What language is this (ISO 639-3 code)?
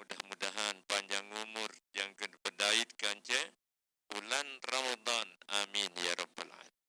sas